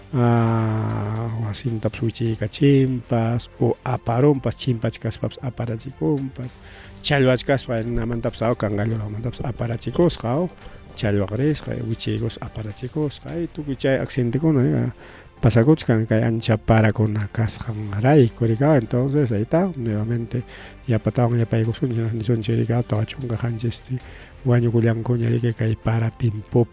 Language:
Ayacucho Quechua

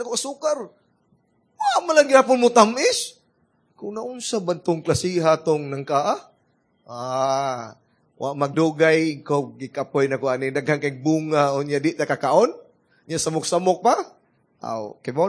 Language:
Cebuano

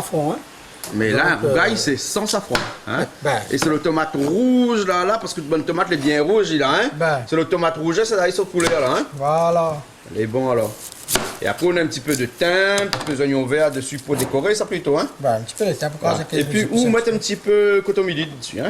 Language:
Réunion Creole French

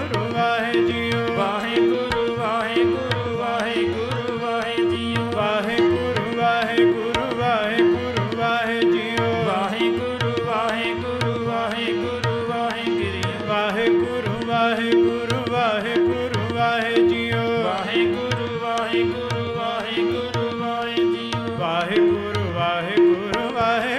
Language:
Punjabi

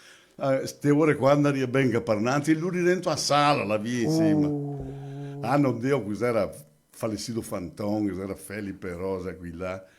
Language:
Venetian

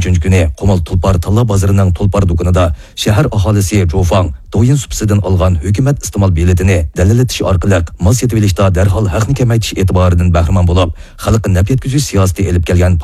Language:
Uyghur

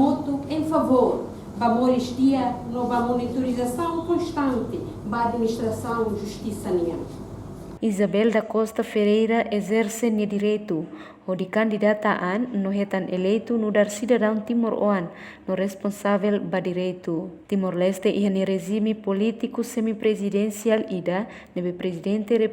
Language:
Tetum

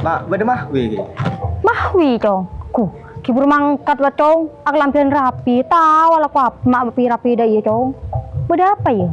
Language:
Madurese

